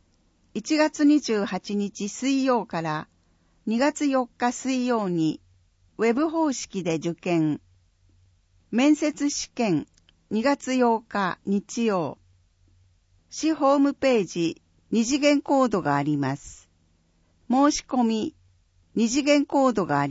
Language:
Japanese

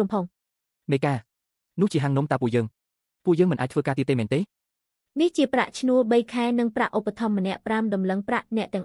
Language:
Khmer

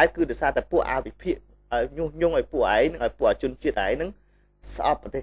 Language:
Khmer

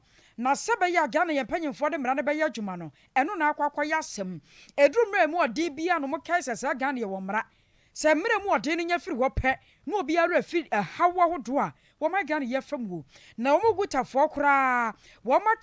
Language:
Akan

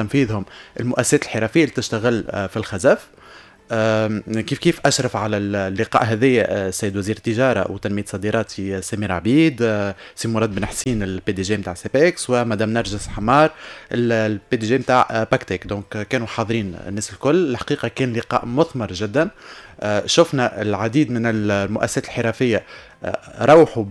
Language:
Tunisian Arabic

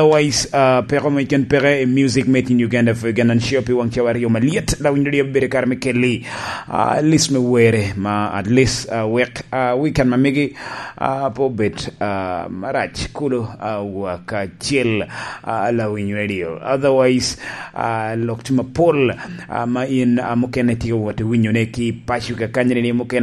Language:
Lango (Uganda)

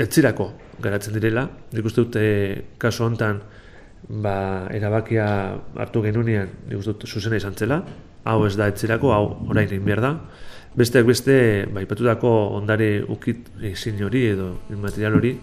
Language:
Basque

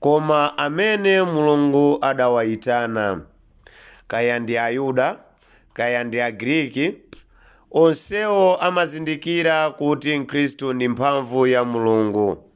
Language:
Nyanja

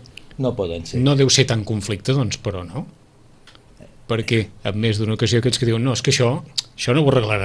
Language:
Catalan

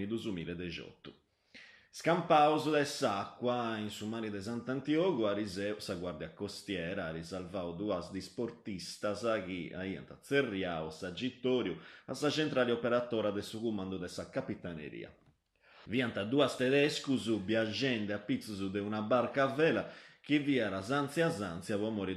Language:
Sardinian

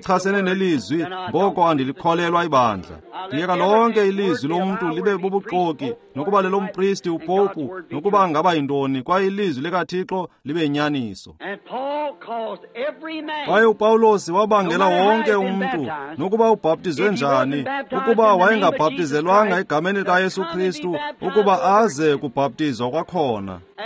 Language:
Xhosa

